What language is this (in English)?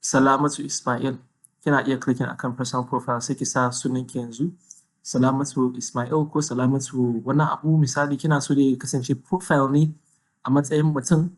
Hausa